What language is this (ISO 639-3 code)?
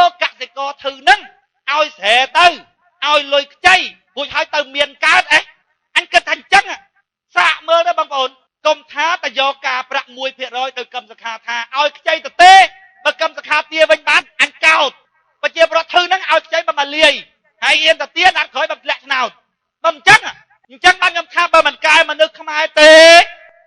khm